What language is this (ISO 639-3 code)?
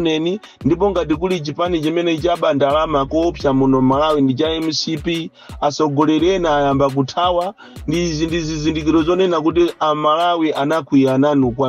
nya